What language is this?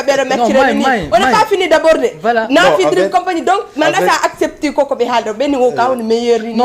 Fula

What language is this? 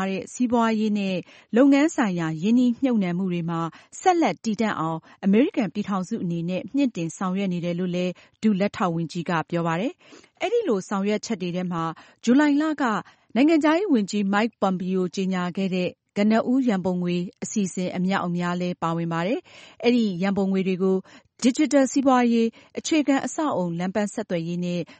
Burmese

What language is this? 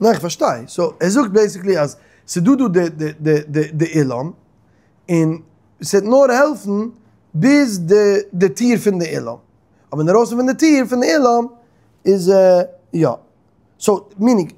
Yiddish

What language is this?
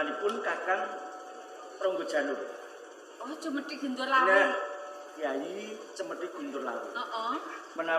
Javanese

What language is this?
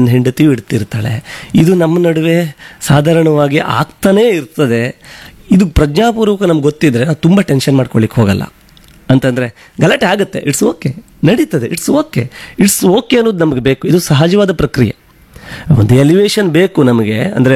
Kannada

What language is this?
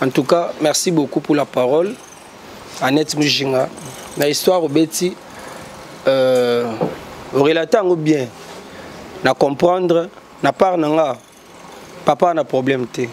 Lingala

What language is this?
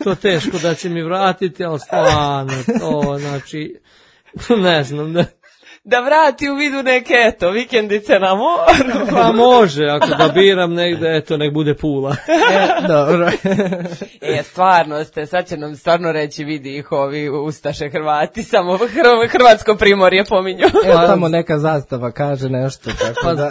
Serbian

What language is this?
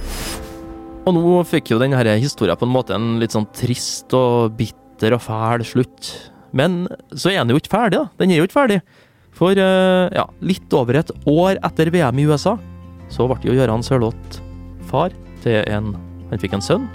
Norwegian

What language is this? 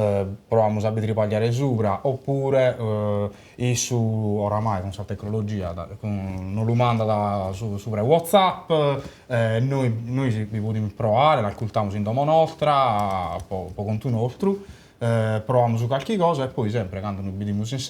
Sardinian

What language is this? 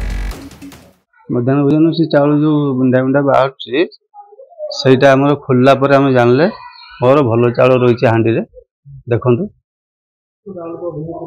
Odia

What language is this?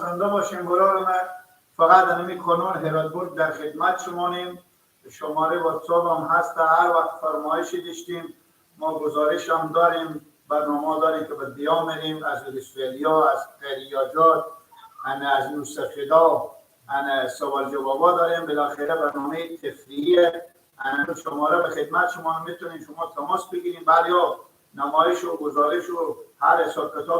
Persian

